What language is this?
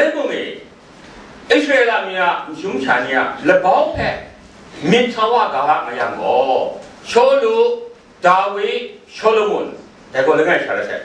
Kachin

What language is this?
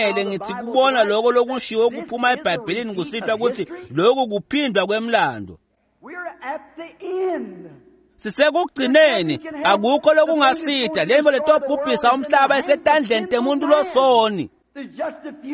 Swati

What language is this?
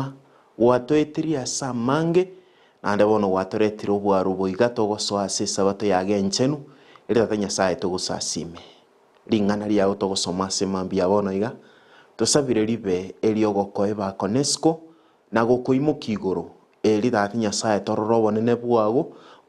Gusii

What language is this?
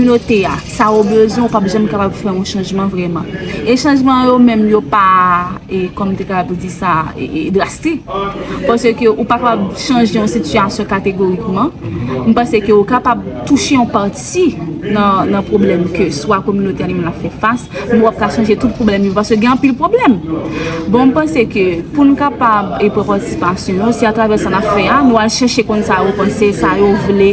Haitian Creole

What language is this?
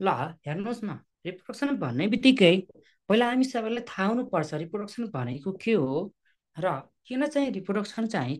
Nepali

